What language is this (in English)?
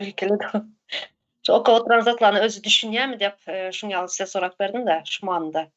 Turkmen